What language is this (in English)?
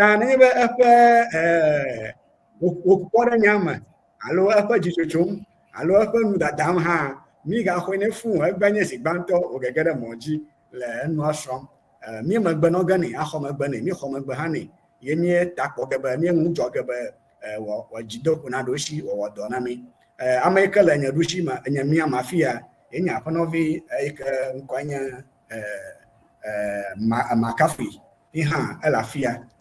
Ewe